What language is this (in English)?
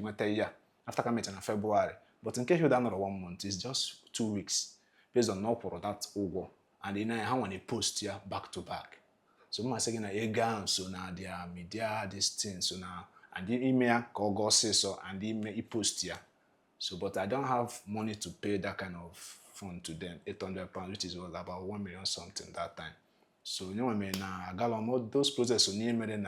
Igbo